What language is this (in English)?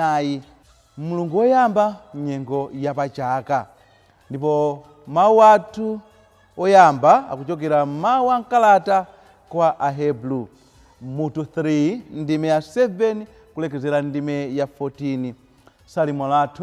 Nyanja